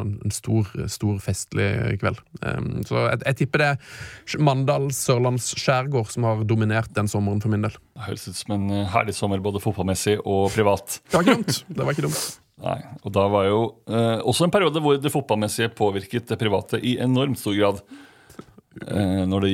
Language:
Norwegian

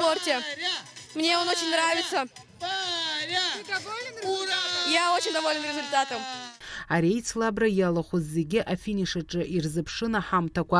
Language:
Abkhazian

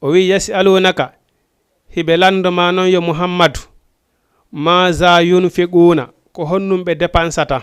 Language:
Fula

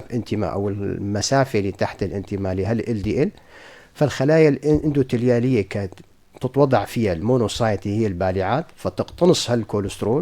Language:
North Levantine Arabic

